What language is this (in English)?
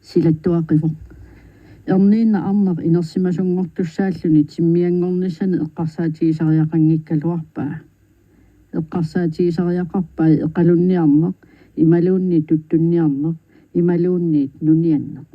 Kalaallisut